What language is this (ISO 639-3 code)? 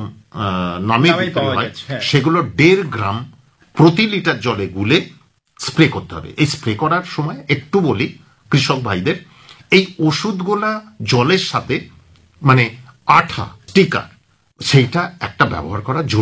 ben